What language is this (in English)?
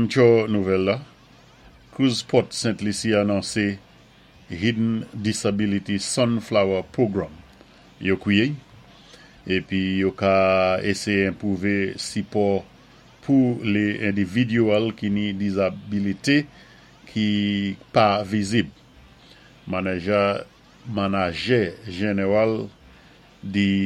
Saint Lucian Creole French